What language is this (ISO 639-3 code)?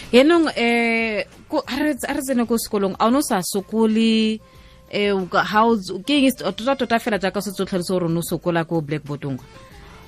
tsn